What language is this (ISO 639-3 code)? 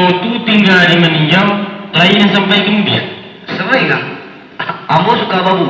min